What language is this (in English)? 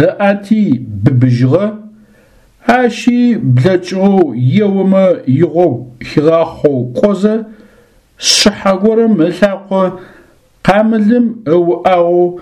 Adyghe